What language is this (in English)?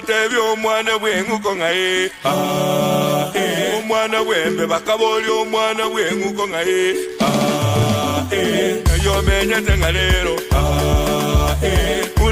Gusii